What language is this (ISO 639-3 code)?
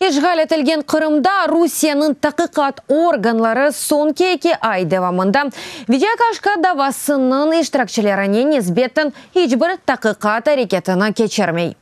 crh